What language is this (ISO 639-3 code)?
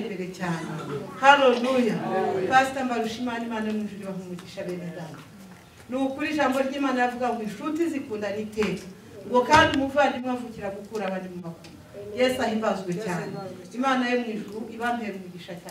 kin